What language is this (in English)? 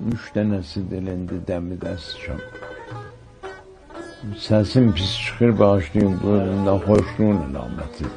South Azerbaijani